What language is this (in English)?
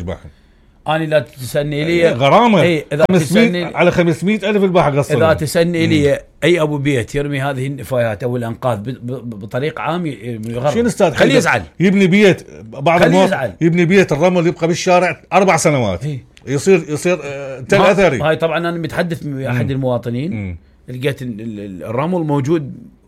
Mesopotamian Arabic